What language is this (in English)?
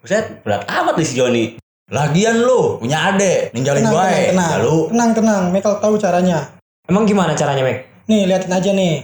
Betawi